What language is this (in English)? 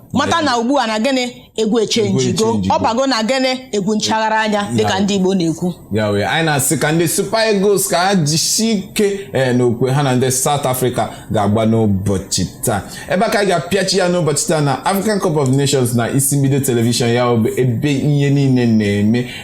Igbo